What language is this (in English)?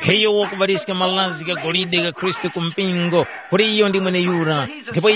Tumbuka